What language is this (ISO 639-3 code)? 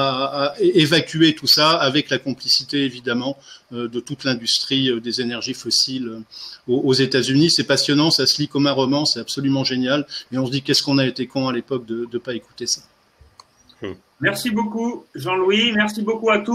fra